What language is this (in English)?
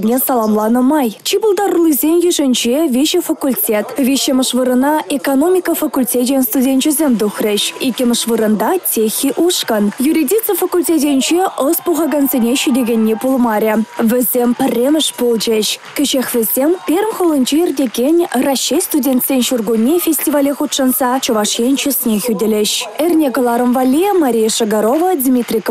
Chuvash